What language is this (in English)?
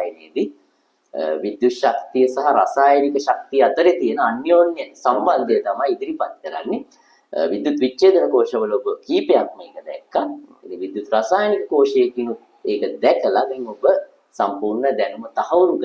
Sinhala